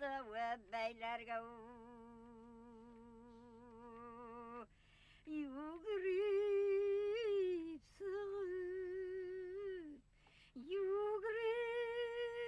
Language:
Bashkir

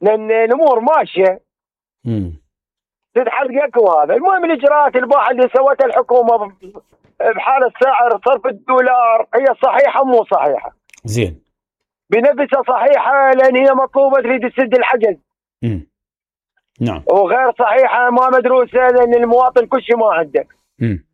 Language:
Mesopotamian Arabic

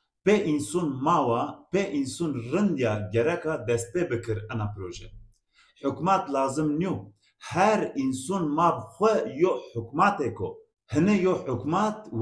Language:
Zaza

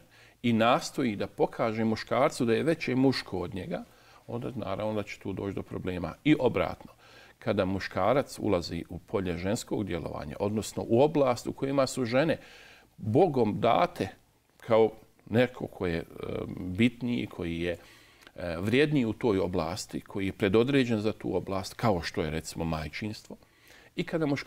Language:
Bosnian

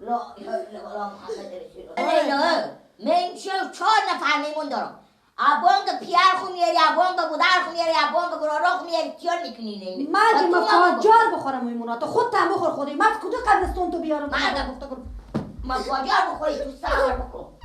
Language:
Persian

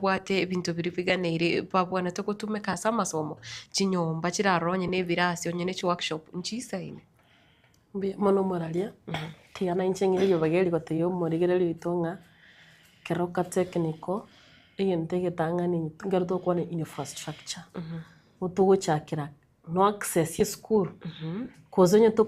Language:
Gusii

